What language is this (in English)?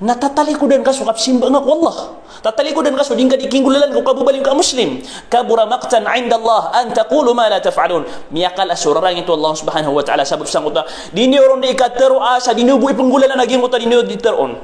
Maranao